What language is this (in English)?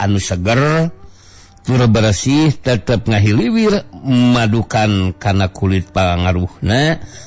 Sundanese